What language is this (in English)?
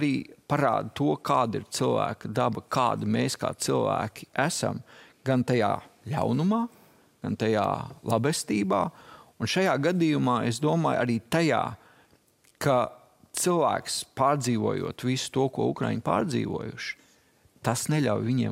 Latvian